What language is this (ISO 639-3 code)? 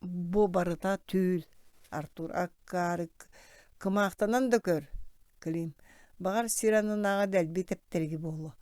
sah